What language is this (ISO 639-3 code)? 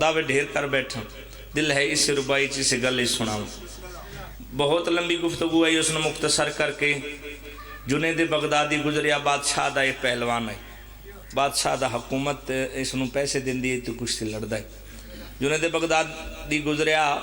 phr